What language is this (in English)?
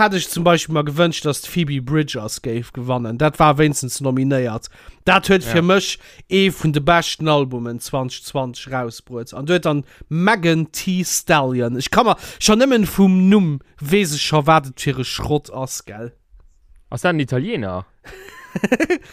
Luxembourgish